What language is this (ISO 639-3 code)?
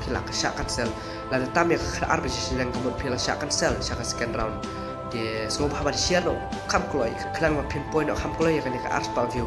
kha